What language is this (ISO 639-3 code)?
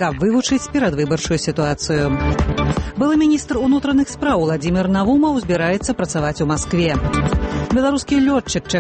bel